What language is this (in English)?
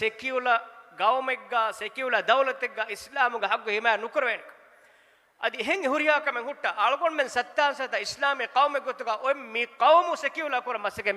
Divehi